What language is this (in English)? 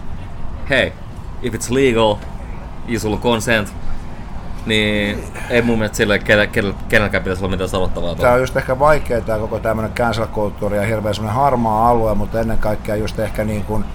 Finnish